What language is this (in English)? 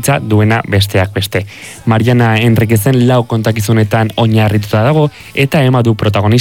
Basque